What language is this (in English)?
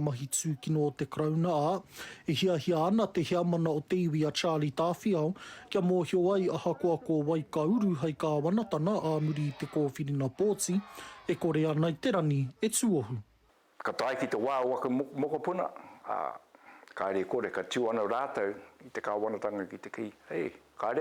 Māori